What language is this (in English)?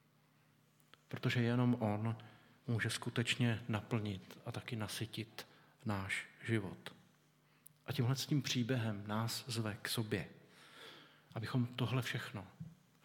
Czech